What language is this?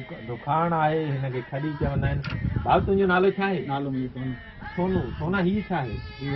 Sindhi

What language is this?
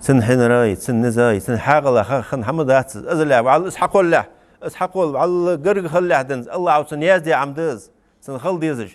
Ingush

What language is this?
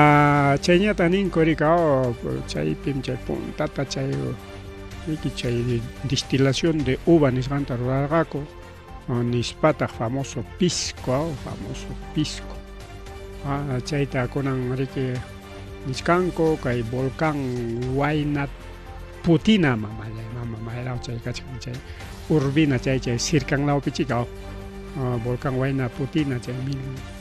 Ayacucho Quechua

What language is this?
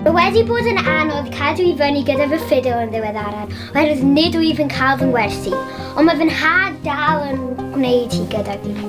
Welsh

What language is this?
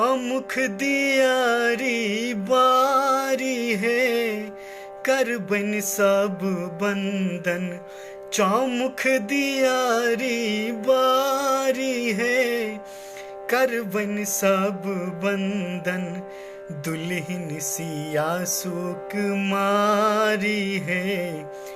Maithili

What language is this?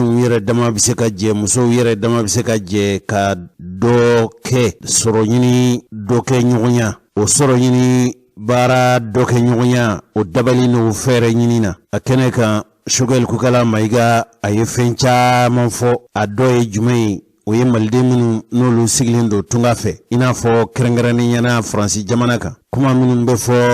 Bambara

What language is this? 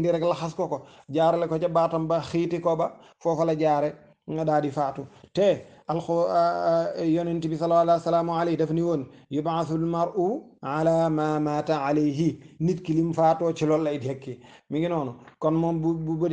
Wolof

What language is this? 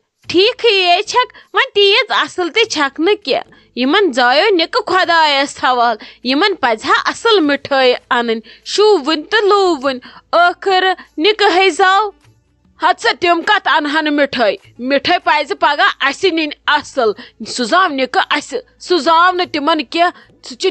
Kashmiri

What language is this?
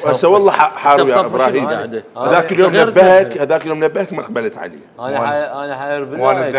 Mesopotamian Arabic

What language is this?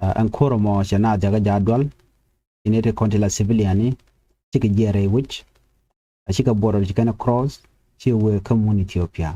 Nuer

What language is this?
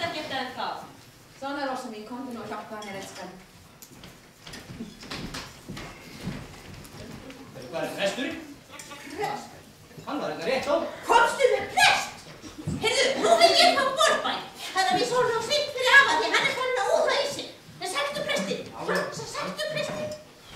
Icelandic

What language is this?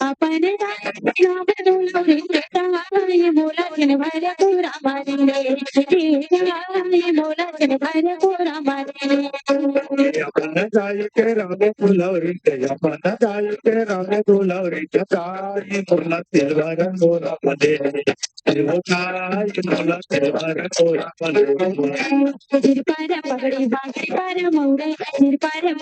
Chhattisgarhi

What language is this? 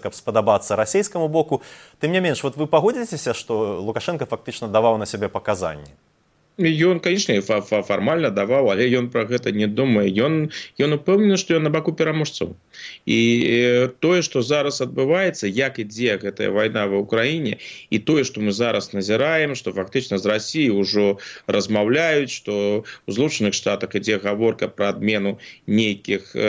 Belarusian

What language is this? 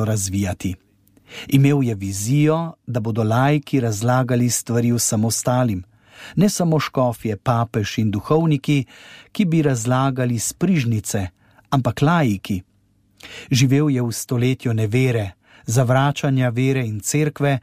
Slovenian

